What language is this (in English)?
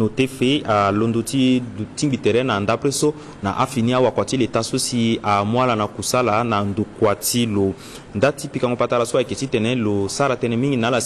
Sango